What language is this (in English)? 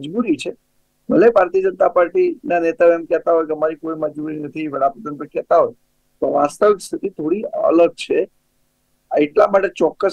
Gujarati